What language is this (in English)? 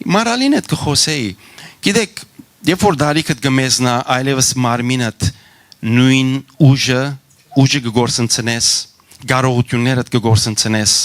Western Armenian